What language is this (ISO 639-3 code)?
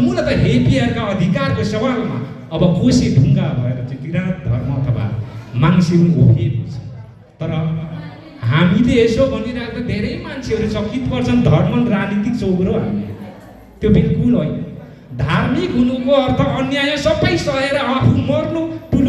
nep